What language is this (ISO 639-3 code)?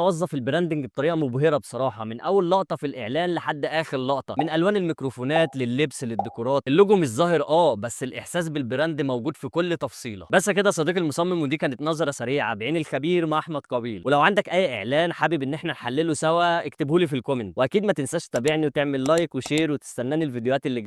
arz